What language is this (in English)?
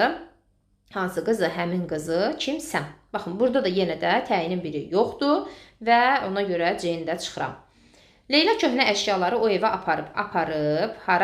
Azerbaijani